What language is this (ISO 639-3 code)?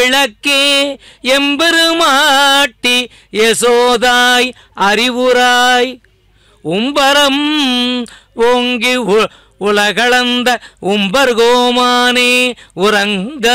tam